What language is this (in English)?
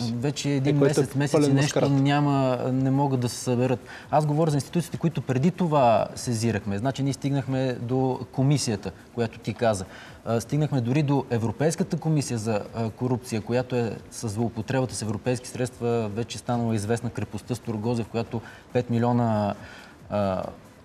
Bulgarian